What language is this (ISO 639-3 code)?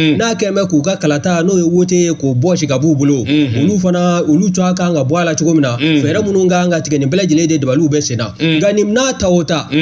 bam